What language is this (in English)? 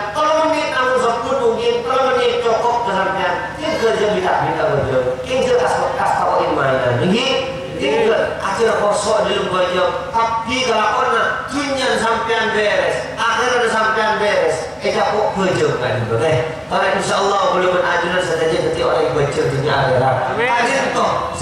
Madurese